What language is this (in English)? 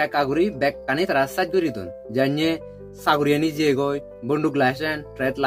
Chakma